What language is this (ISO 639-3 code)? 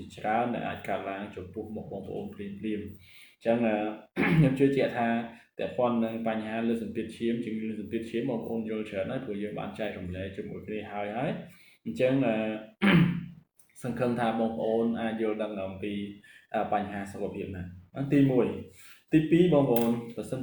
khm